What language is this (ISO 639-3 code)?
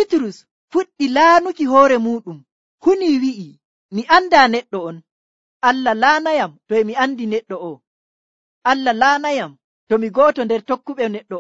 fuv